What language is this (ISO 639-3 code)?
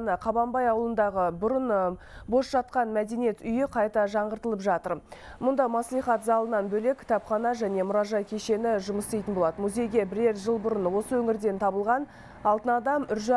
kaz